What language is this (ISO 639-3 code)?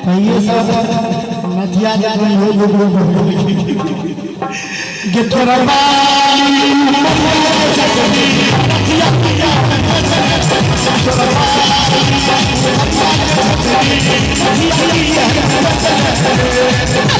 mai